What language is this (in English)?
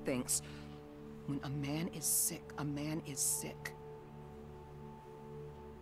Bulgarian